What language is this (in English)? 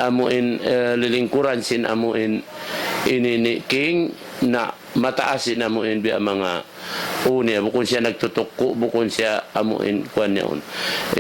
Tausug